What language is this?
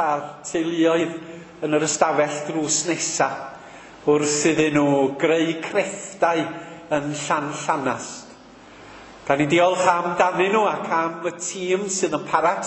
Welsh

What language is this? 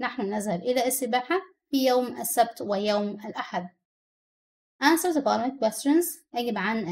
Egyptian Arabic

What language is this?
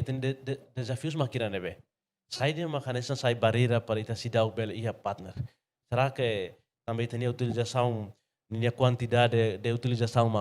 Tetum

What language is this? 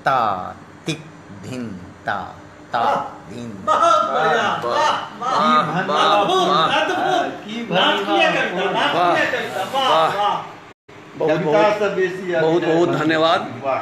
Maithili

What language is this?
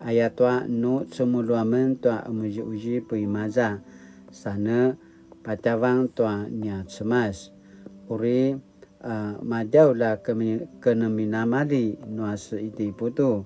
Paiwan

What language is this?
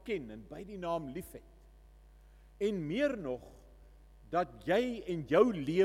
Afrikaans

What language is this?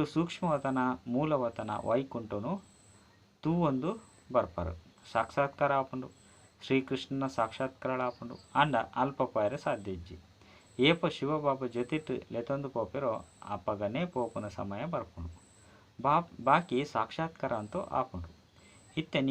Tulu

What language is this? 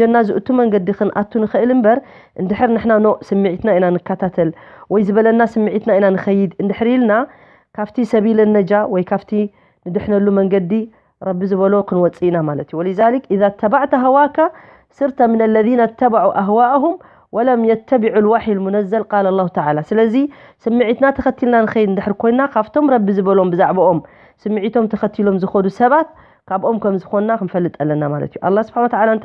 Tigrinya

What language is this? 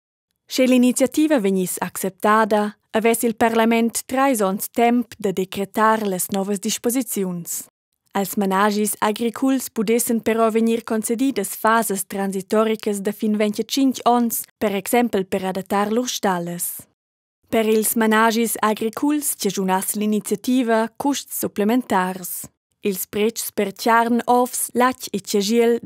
Romansh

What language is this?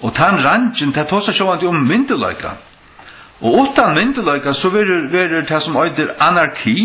Faroese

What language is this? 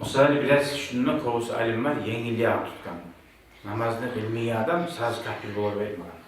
Kumyk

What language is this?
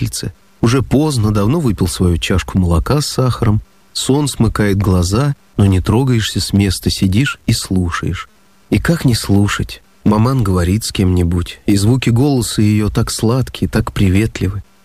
Russian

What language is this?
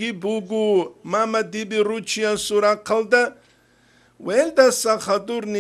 Avaric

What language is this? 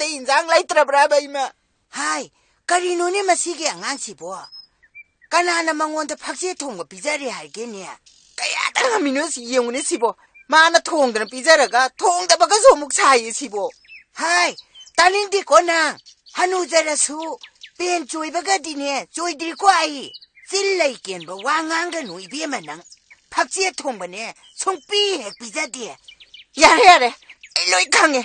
Manipuri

